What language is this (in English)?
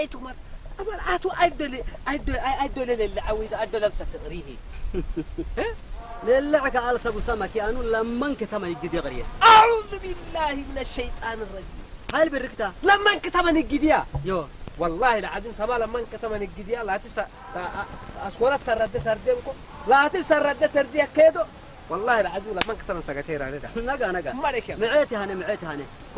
Saho